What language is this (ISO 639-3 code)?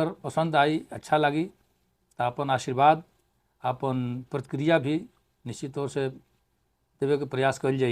bho